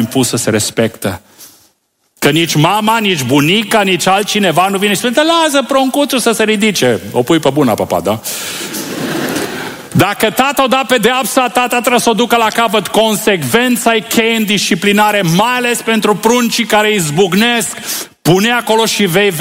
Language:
Romanian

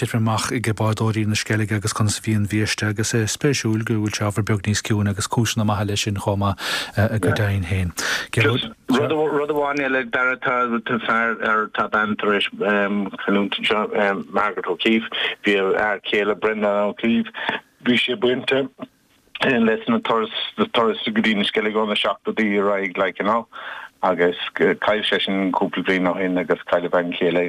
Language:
Irish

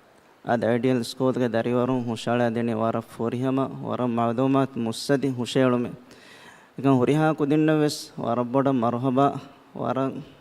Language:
Divehi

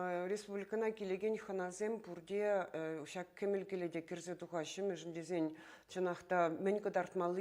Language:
Chuvash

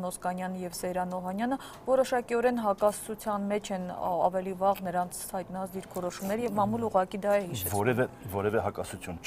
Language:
Armenian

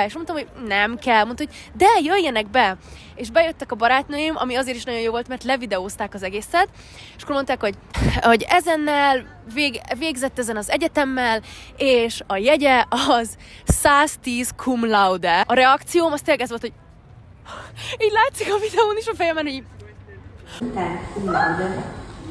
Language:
Hungarian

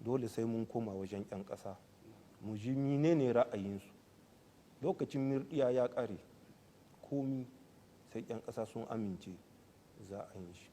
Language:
Hausa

